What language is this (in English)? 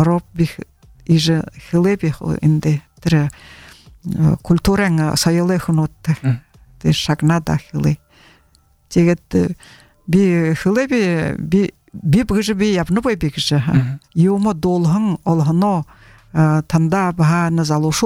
Buriat